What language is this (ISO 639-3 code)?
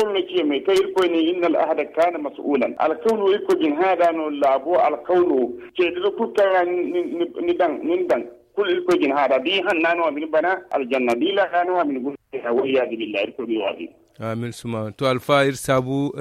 dje